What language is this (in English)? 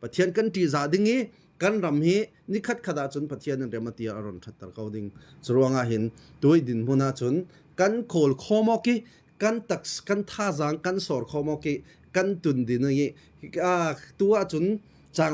Falam Chin